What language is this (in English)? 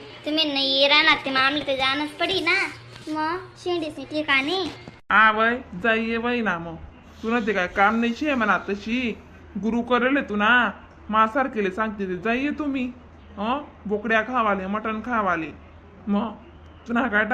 Khandesi